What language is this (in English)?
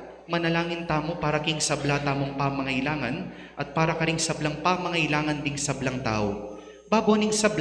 Pampanga